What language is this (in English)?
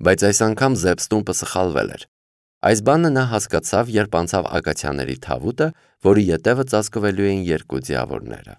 Armenian